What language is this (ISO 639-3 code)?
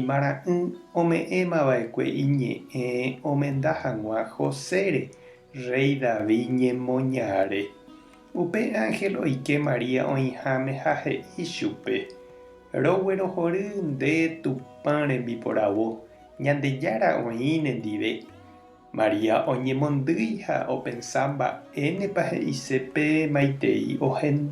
grn